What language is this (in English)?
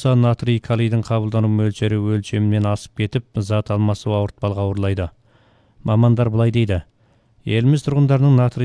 Kazakh